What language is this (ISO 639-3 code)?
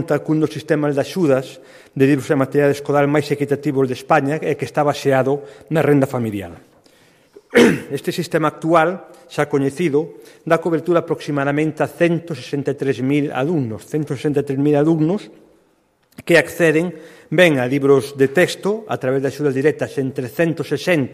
glg